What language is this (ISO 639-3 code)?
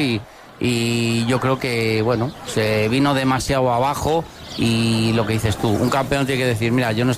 spa